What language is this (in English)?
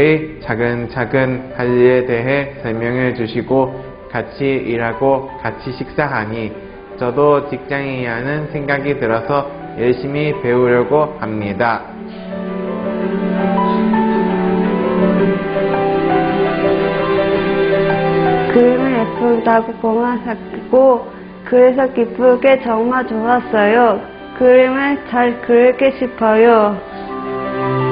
Korean